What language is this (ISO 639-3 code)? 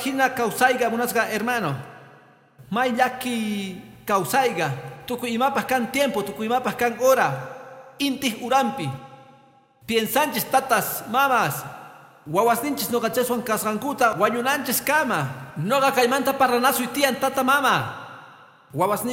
que